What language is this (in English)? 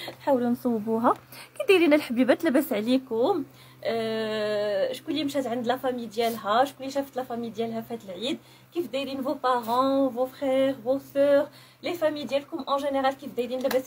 Moroccan Arabic